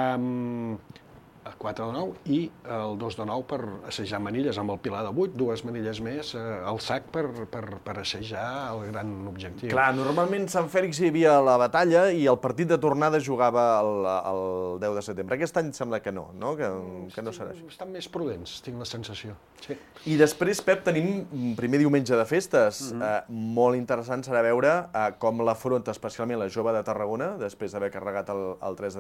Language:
Catalan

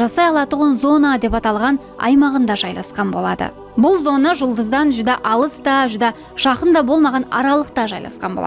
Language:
Kara-Kalpak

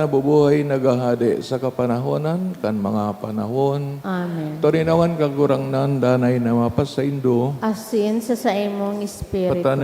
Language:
Bikol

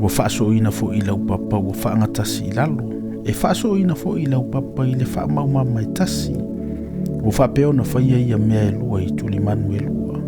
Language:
Samoan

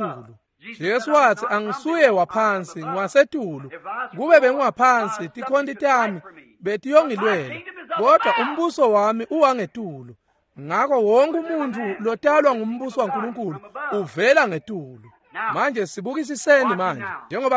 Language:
Swati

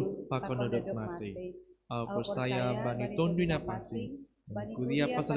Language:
Batak Simalungun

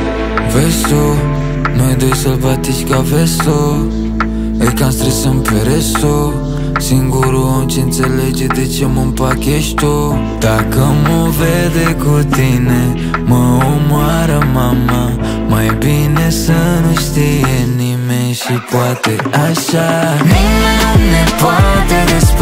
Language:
Romanian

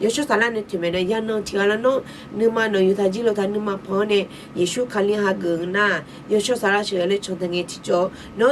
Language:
Akha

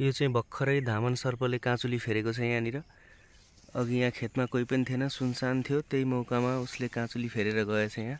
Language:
Nepali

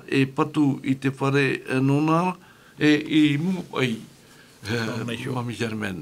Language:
Tahitian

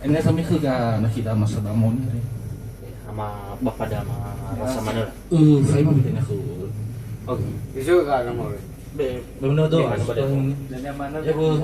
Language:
Nias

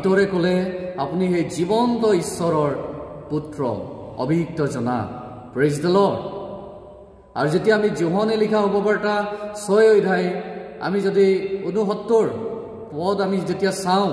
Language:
Assamese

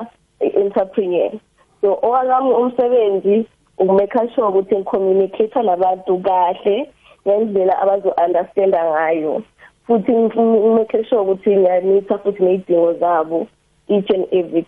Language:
South Ndebele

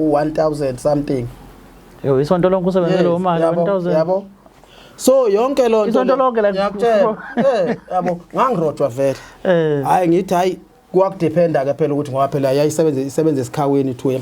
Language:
Zulu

